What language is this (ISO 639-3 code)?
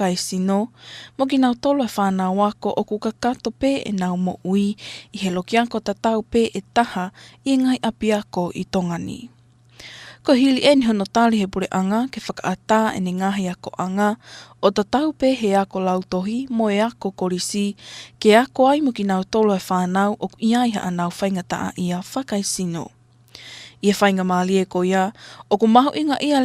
ton